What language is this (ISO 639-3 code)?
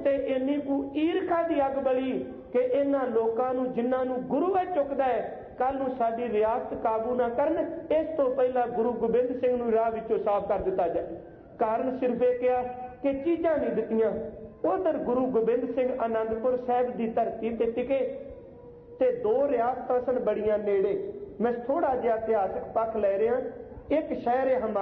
pan